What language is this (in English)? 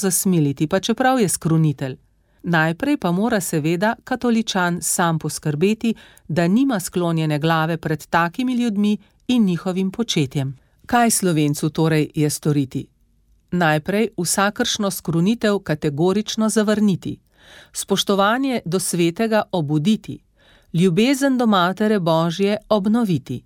Slovenian